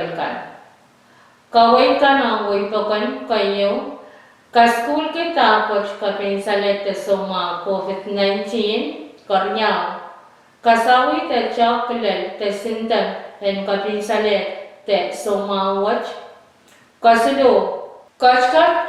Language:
Pohnpeian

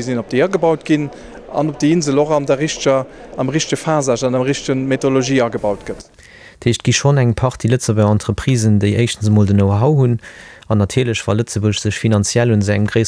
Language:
Luxembourgish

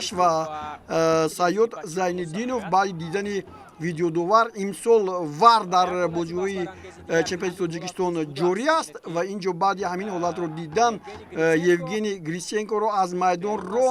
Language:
Tajik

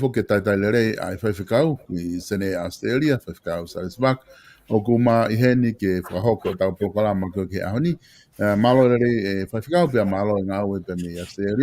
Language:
Tongan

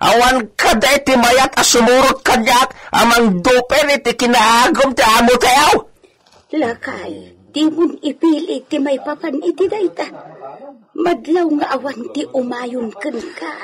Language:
Iloko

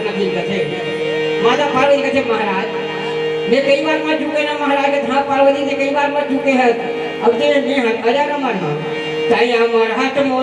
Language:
Chhattisgarhi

